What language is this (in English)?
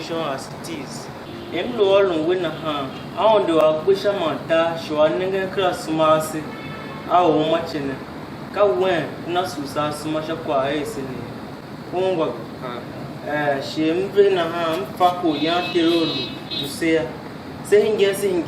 Tiv